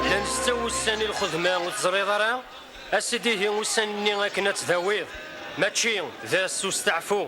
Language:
Kabyle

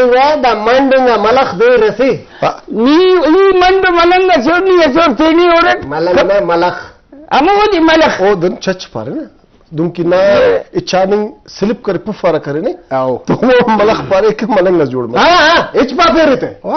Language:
Brahui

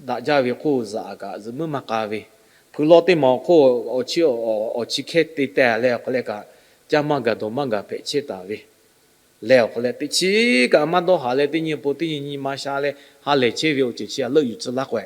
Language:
Lahu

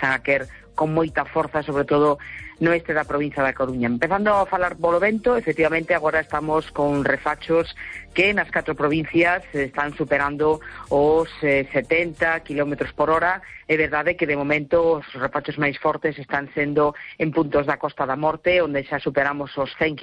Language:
Galician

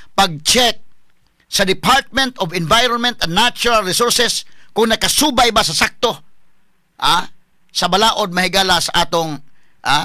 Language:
Cebuano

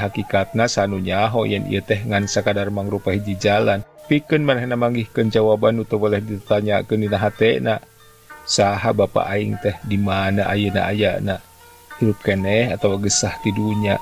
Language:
Sundanese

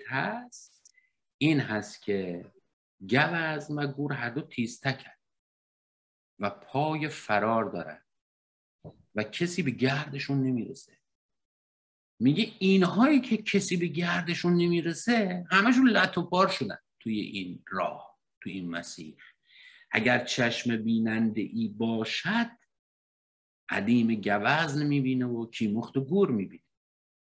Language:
Persian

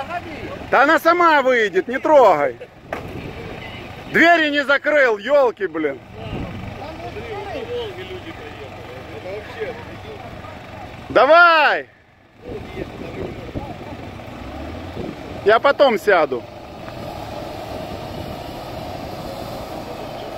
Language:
Russian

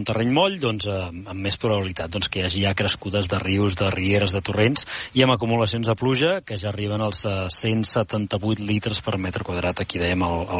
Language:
Catalan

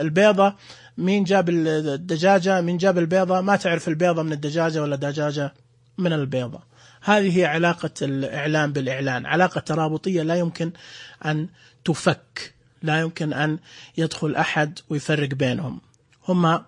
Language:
Najdi Arabic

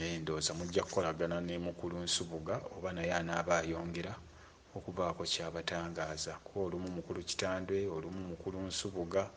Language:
Ganda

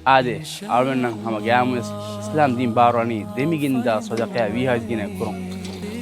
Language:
Divehi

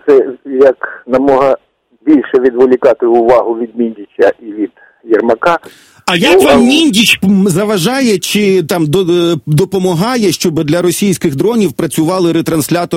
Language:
Ukrainian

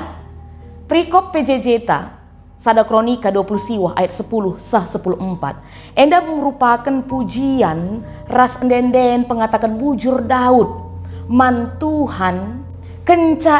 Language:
Batak Karo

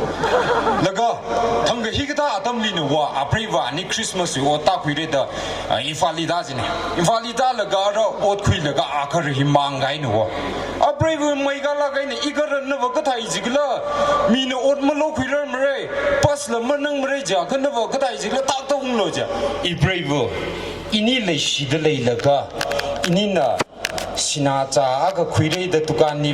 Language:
Tangkhul Naga (India)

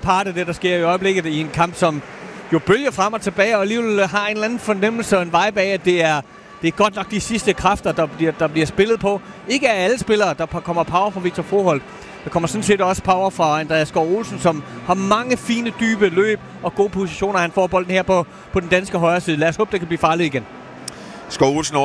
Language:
Danish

